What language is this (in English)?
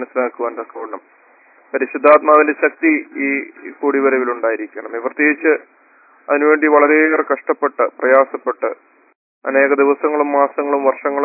Malayalam